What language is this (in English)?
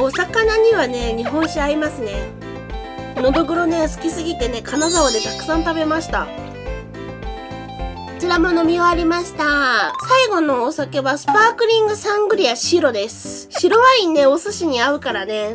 Japanese